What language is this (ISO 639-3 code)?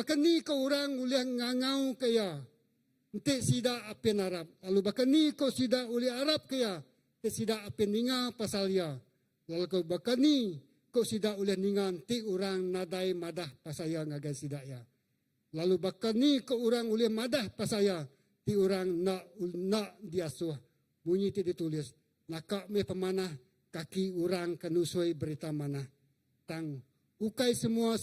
iba